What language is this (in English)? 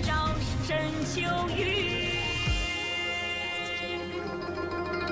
Chinese